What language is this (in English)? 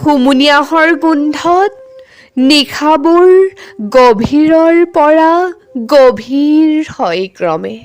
Assamese